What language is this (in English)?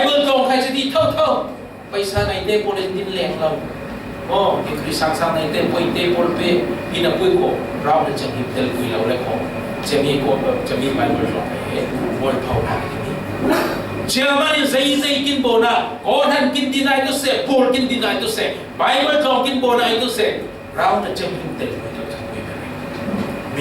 Falam Chin